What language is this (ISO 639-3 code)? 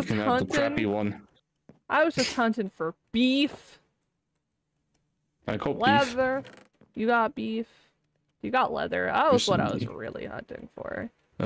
eng